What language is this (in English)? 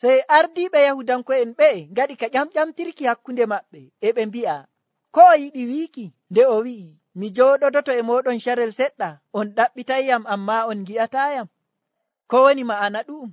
Nigerian Fulfulde